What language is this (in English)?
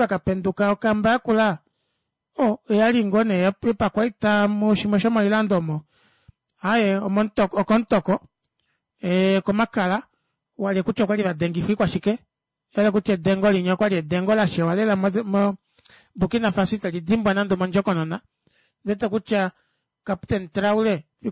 Kuanyama